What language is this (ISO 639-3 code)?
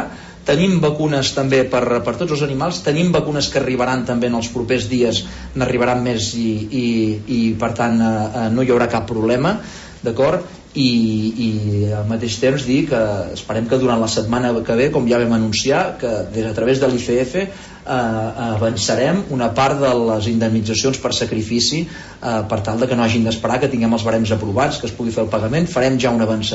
cat